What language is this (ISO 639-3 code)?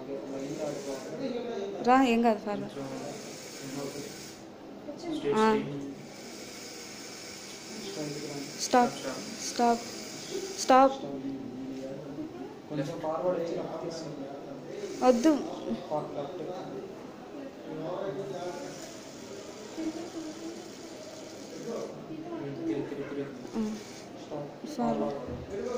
tel